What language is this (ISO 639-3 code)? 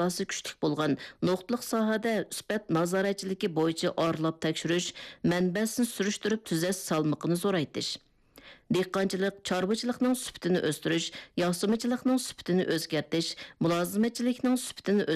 uig